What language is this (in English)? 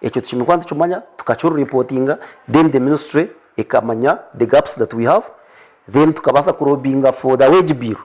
Nyankole